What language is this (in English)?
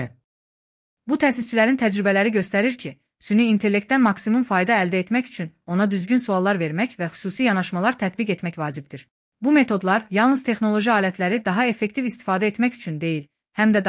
Azerbaijani